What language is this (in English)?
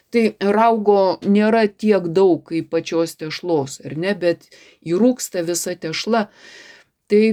Lithuanian